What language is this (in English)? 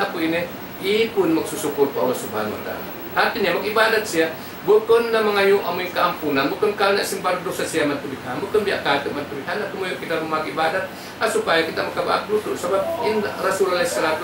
Tausug